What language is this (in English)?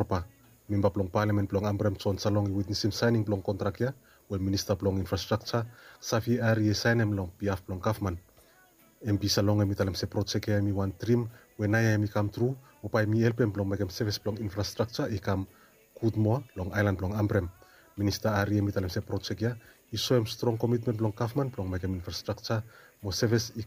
Bislama